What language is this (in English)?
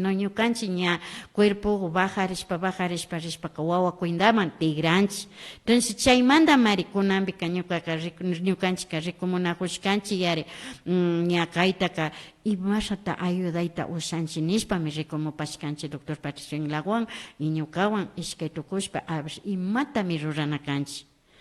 Imbabura Highland Quichua